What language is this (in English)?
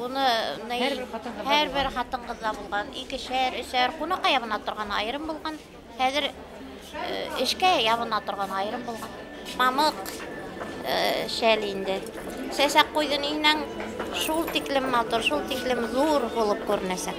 Bashkir